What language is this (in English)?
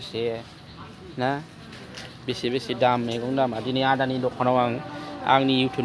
Bodo